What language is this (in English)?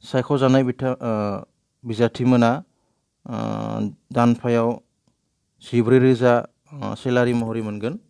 Bodo